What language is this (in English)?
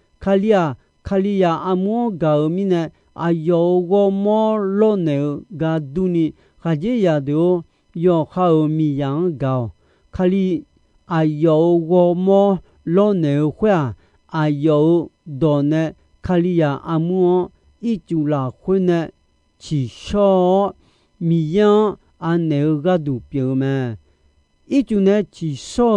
Akha